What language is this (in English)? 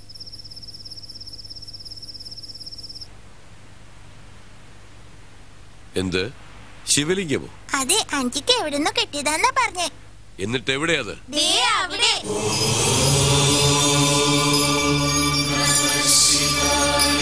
Malayalam